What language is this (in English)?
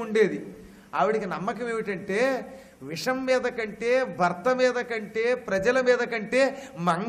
Telugu